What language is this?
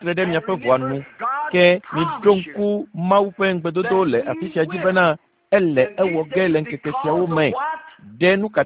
Ewe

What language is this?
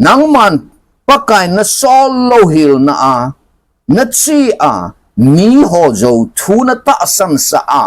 Thado Chin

